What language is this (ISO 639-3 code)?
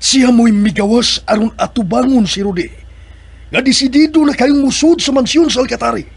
ceb